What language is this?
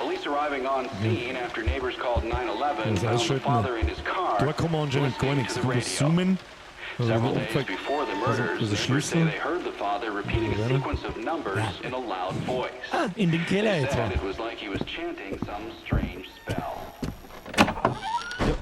Bavarian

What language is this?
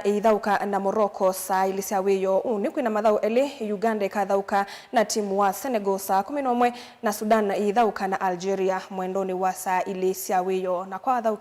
Kamba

